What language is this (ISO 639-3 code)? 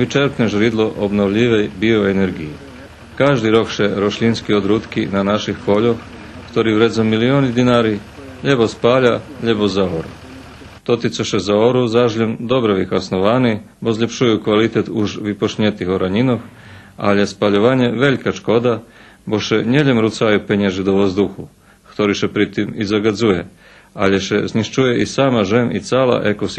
rue